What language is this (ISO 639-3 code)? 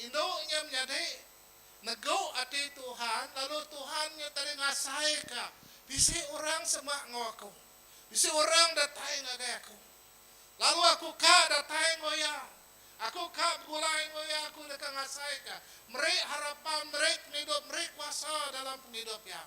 iba